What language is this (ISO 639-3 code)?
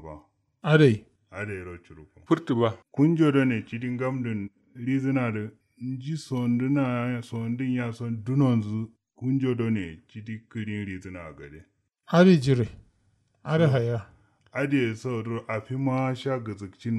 kau